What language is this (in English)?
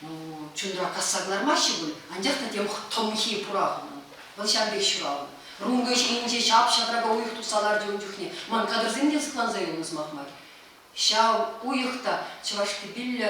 Chuvash